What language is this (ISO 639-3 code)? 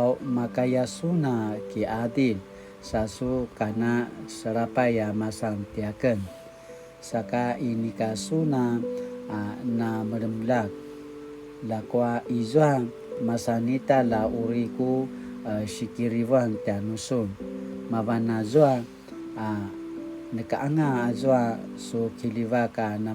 pwn